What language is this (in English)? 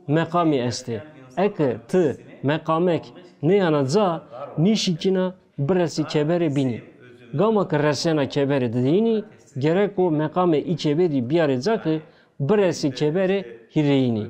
Zaza